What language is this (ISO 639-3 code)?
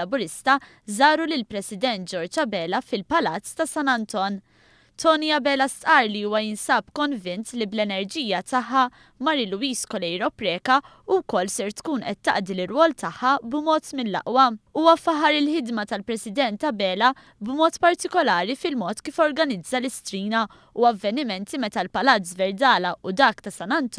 mlt